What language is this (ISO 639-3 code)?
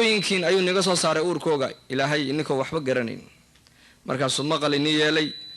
som